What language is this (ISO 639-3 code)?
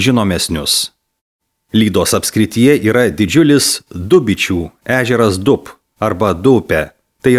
lit